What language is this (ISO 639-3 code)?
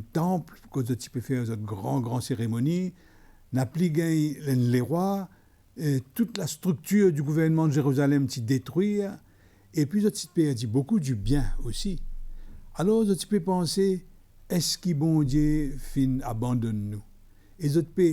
mfe